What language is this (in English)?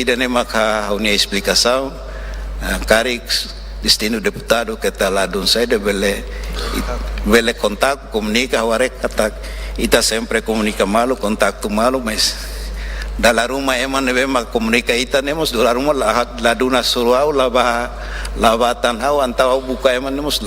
Tetum